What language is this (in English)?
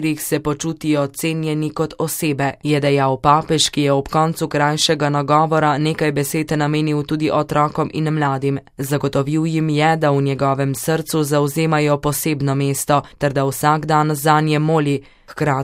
Slovenian